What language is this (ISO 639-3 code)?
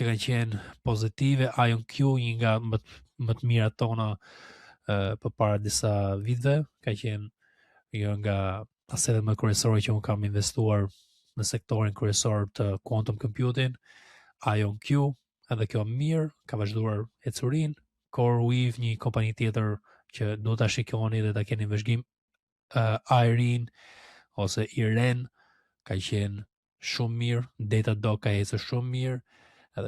sqi